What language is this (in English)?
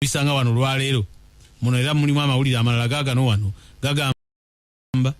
Ganda